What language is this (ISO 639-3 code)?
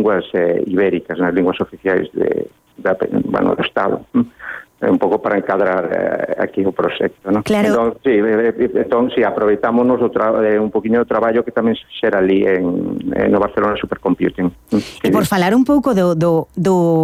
glg